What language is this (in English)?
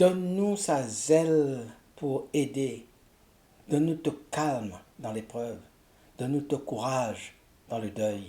Morisyen